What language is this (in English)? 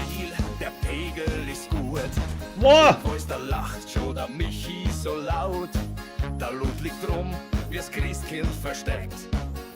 Bavarian